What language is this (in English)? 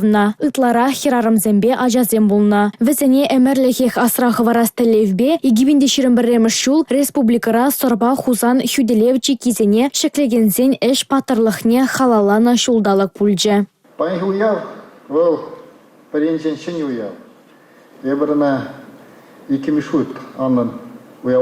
Chuvash